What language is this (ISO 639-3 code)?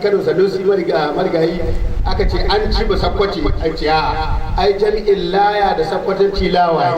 hau